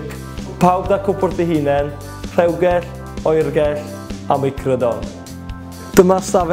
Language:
Welsh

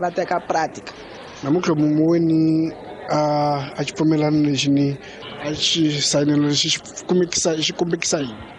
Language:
Tsonga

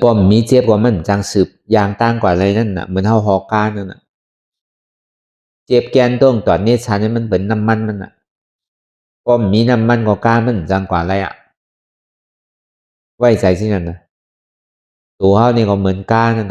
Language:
Shan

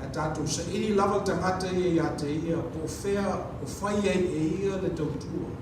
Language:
Samoan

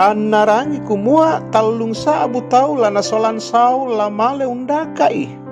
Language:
Toraja-Sa'dan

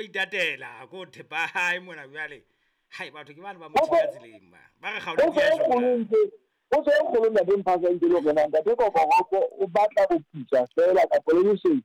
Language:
Southern Sotho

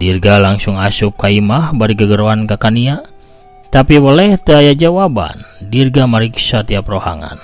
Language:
Sundanese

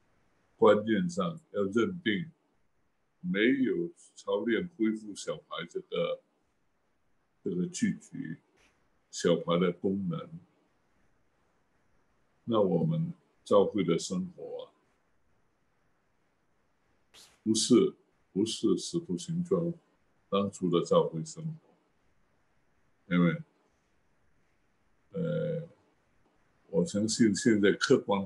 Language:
Chinese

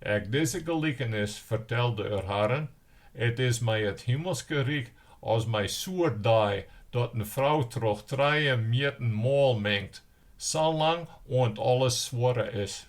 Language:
Western Frisian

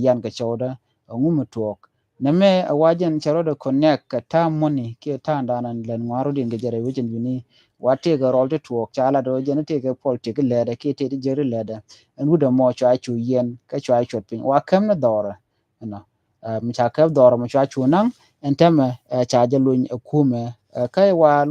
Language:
Nuer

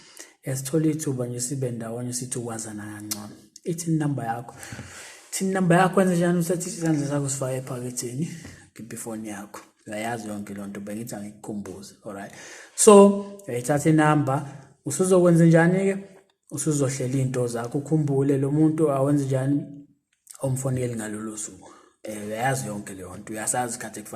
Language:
Zulu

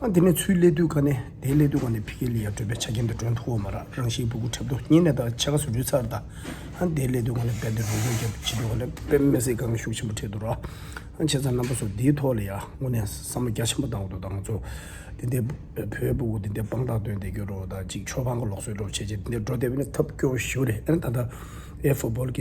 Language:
Tibetan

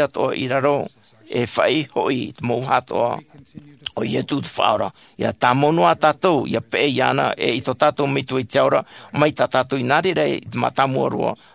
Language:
Tahitian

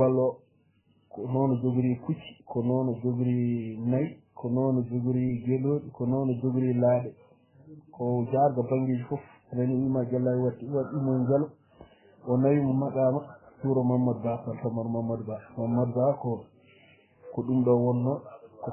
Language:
Fula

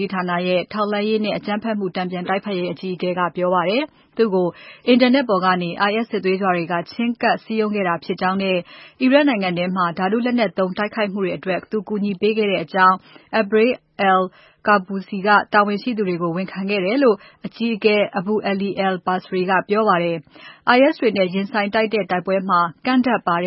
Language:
Burmese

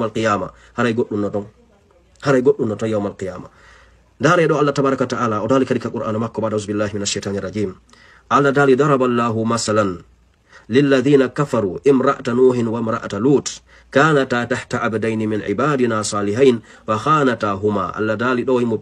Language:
Fula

